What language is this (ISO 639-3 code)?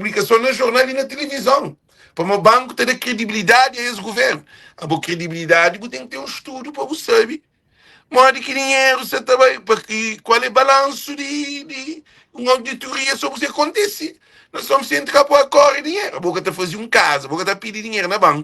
kea